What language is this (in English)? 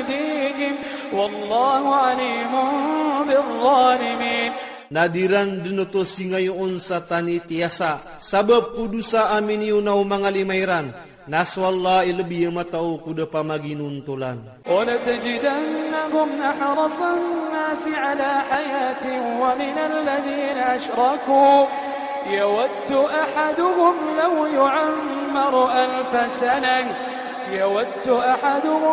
Iranun (Philippines)